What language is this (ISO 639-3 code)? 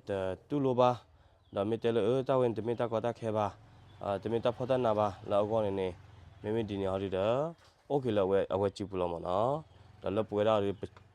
ksw